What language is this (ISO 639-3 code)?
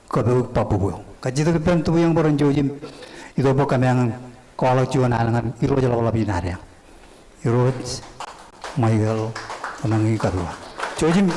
mah